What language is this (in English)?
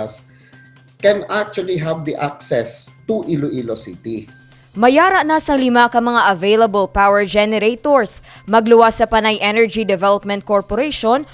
Hiligaynon